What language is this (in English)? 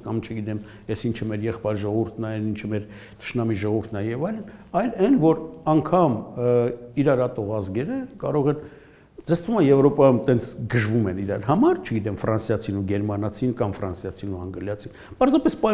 Armenian